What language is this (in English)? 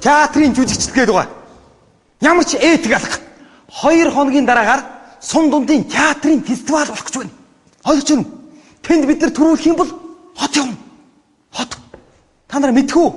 Mongolian